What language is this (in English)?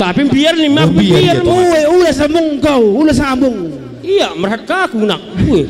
Batak Karo